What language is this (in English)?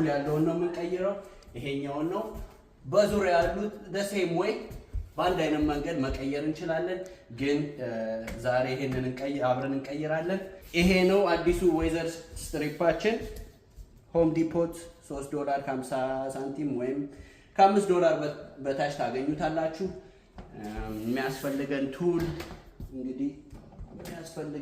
Amharic